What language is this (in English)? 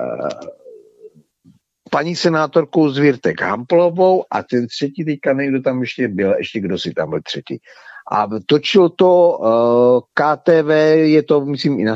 Czech